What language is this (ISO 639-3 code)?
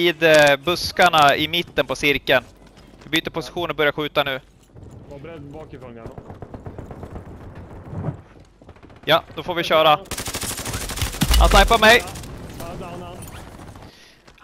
swe